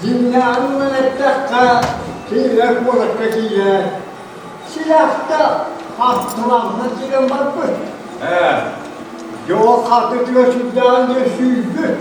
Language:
Yakut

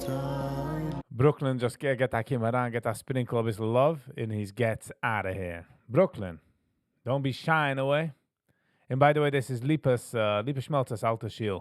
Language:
Yiddish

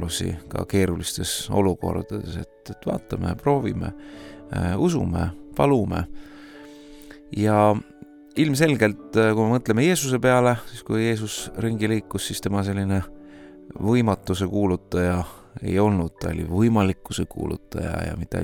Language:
Estonian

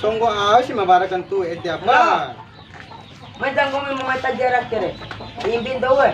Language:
Bima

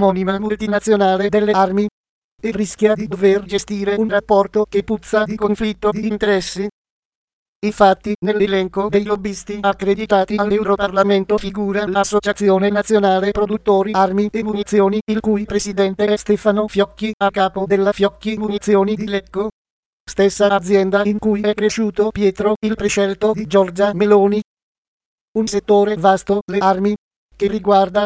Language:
Italian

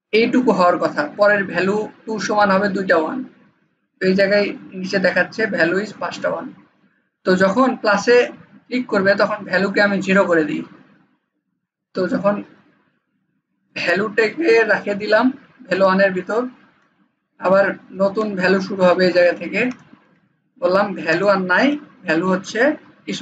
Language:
Bangla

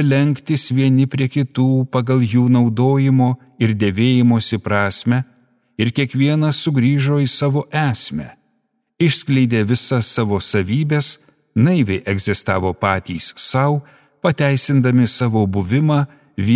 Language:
Lithuanian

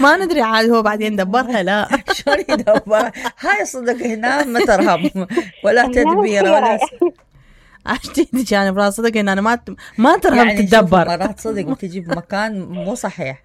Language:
Mesopotamian Arabic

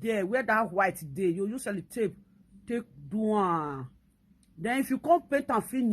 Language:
Nigerian Pidgin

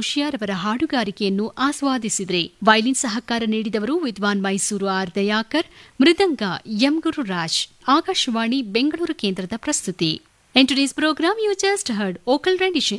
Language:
Kannada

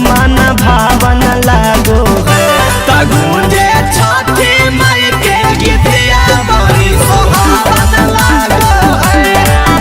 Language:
Magahi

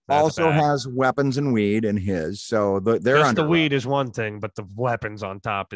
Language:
English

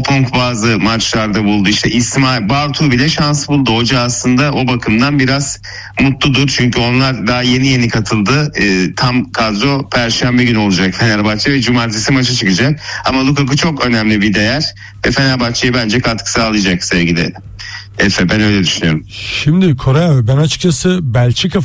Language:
Turkish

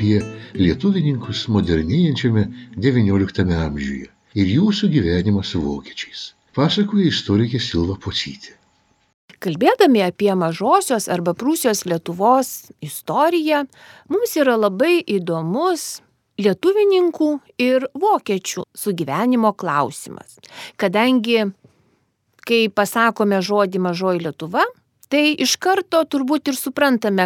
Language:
Lithuanian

